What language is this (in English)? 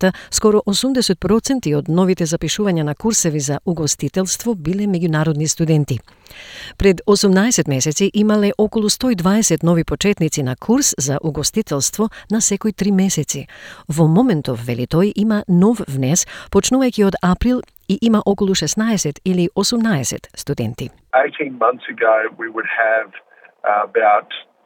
Macedonian